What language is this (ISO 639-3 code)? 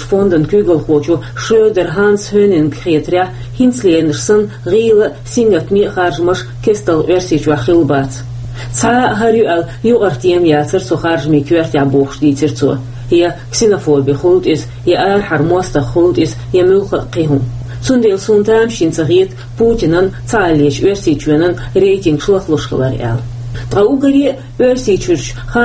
che